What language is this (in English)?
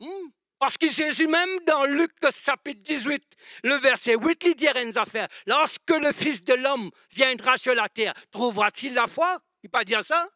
Morisyen